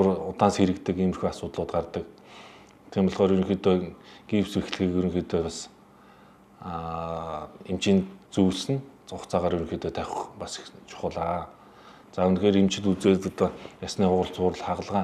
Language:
Mongolian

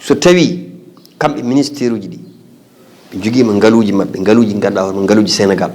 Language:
Fula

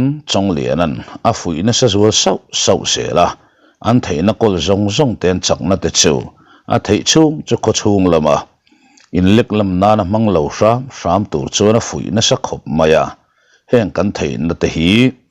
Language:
Mizo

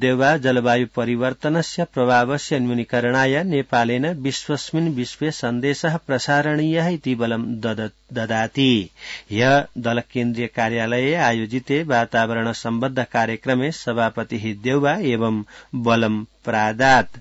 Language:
Sanskrit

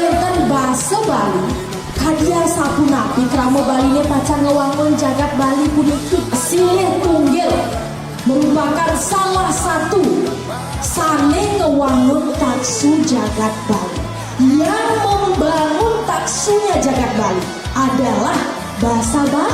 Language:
Balinese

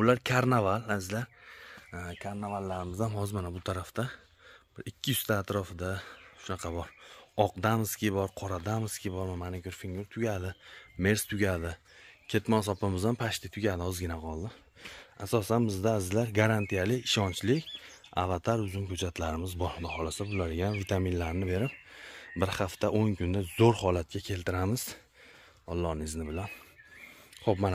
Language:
Uzbek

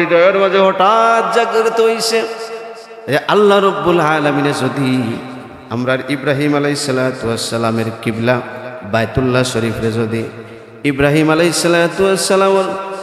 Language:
Sylheti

